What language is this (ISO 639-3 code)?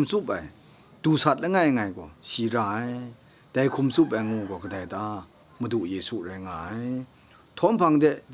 kac